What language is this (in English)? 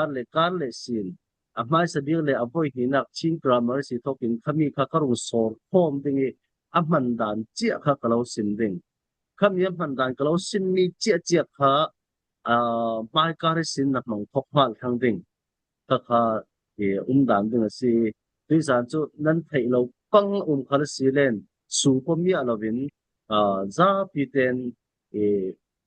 Falam Chin